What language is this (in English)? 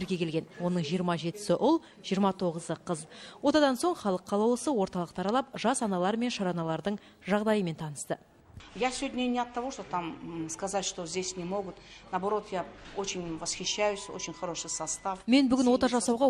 Kazakh